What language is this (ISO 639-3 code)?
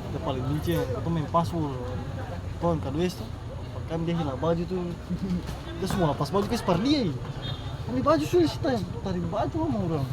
abs